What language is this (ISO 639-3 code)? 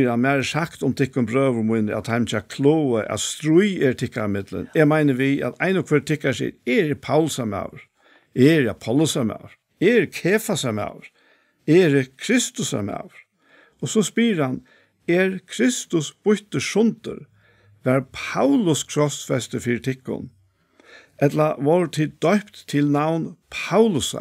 fao